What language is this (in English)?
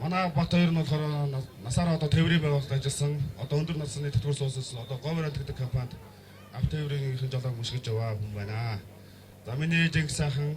Mongolian